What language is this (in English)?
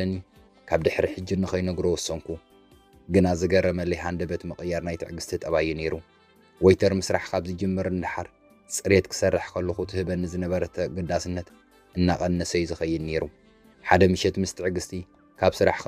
Tigrinya